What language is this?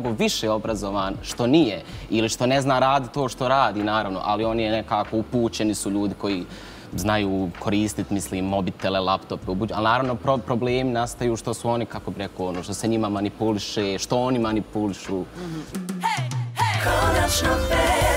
Bosnian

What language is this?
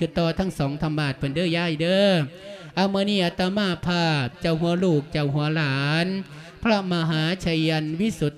Lao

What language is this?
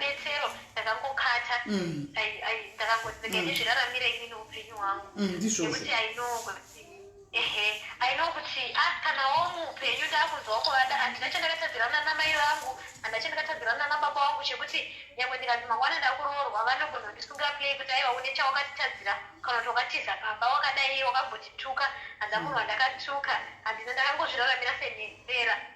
Shona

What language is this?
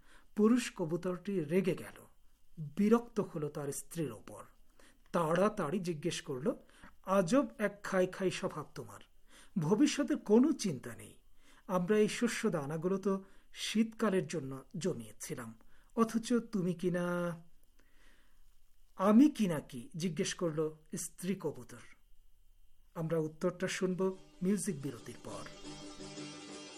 Bangla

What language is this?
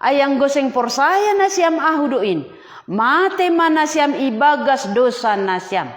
Batak Simalungun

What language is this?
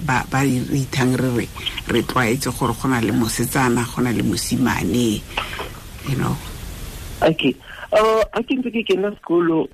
Tswana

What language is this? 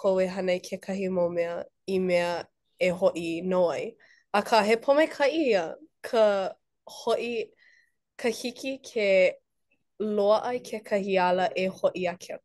Hawaiian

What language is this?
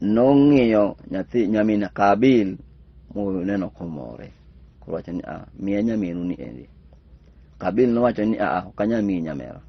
Luo (Kenya and Tanzania)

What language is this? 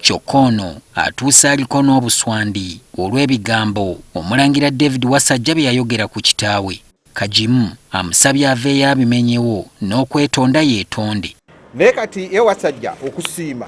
Ganda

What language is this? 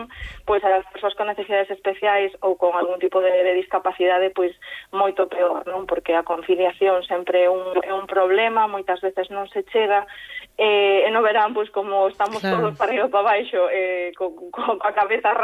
Galician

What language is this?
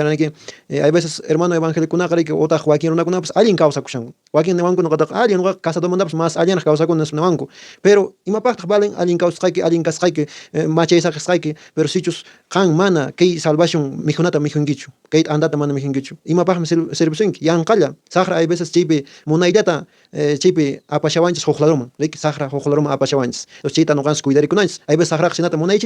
Quechua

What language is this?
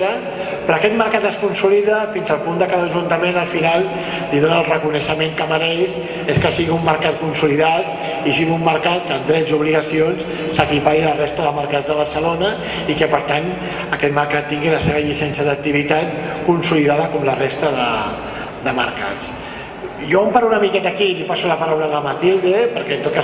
Catalan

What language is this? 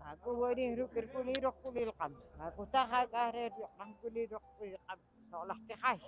Poqomchi'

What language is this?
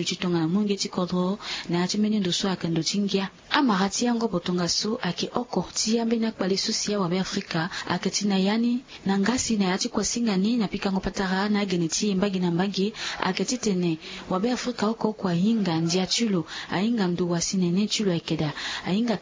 Sango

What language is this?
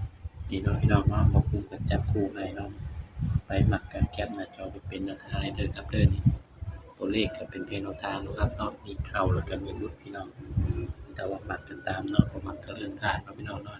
Northeastern Thai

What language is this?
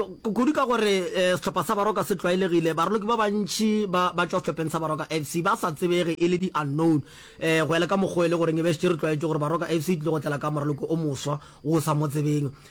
Northern Sotho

